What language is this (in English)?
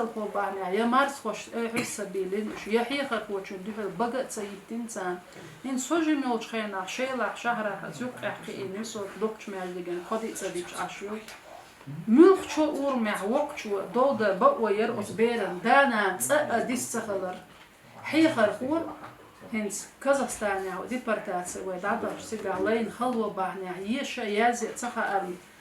Chechen